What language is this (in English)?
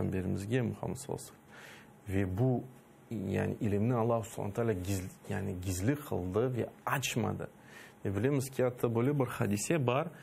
Crimean Tatar